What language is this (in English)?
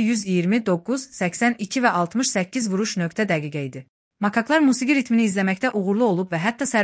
Azerbaijani